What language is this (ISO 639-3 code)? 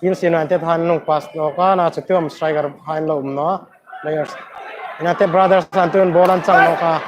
hmr